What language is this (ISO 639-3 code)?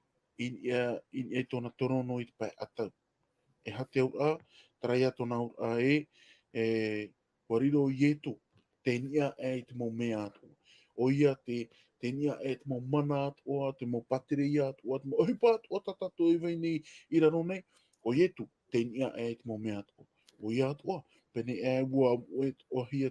tah